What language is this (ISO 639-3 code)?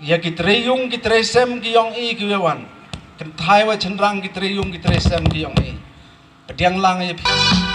kha